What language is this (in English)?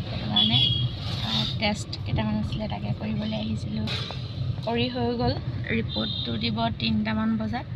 Assamese